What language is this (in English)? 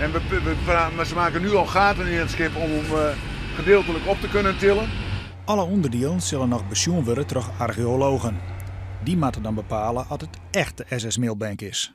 Western Frisian